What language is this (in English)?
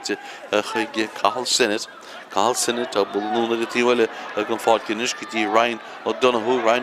Irish